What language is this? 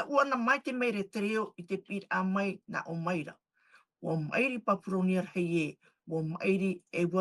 Tahitian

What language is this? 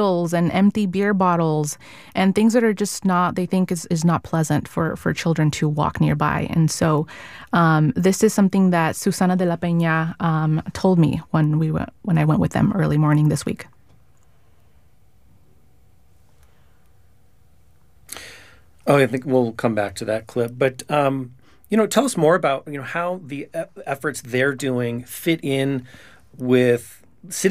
English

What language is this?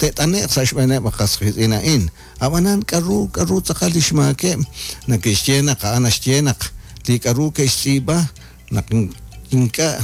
Kekchí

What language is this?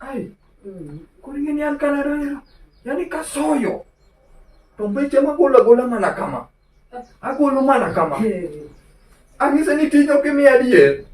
Luo (Kenya and Tanzania)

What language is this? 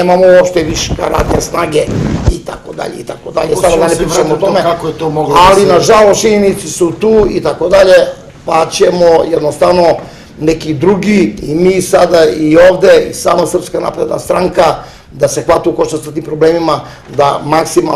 Serbian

